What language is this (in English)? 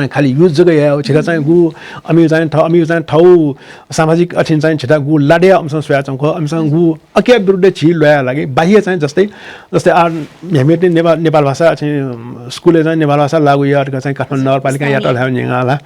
Newari